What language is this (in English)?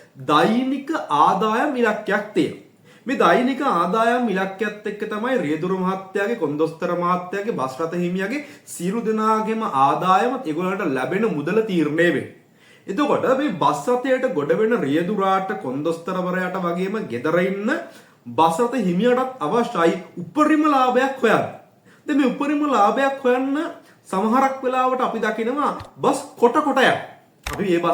Sinhala